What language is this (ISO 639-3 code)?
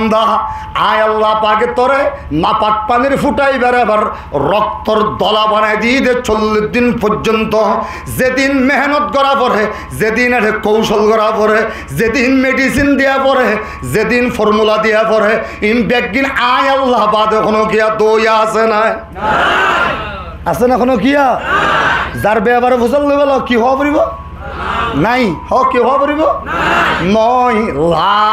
rhg